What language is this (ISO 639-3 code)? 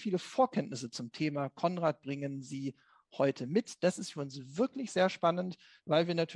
deu